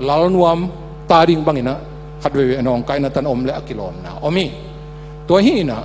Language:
Tedim Chin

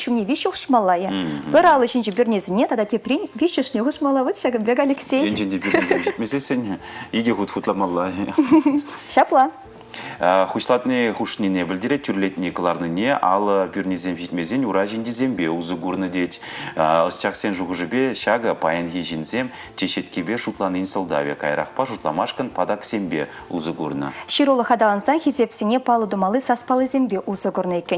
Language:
Chuvash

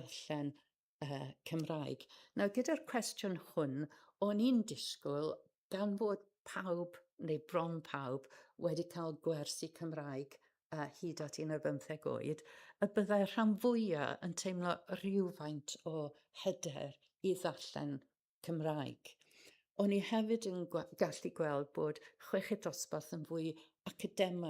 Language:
Welsh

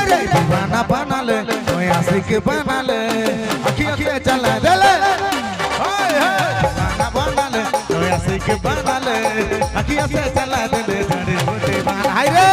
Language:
Sadri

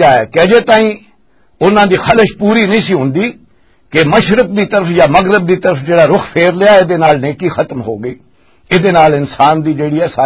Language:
Western Panjabi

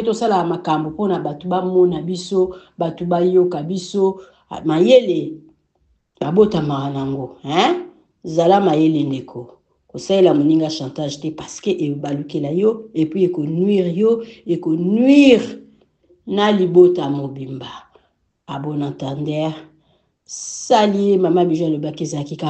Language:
Lingala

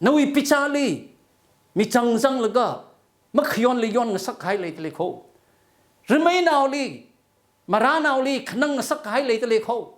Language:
Tangkhul Naga (India)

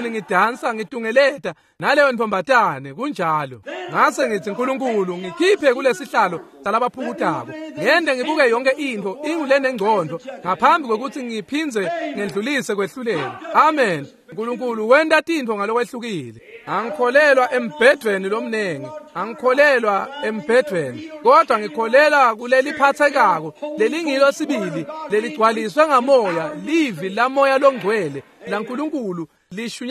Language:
Swati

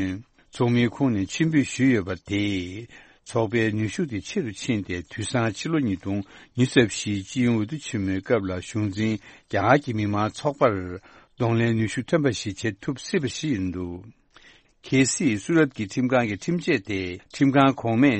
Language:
Tibetan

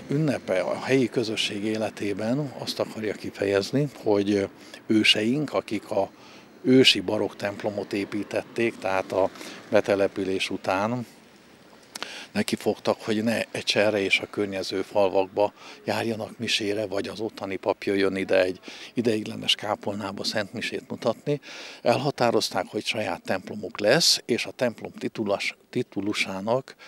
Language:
Hungarian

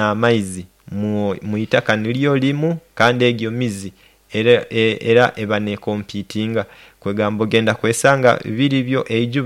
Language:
Nyoro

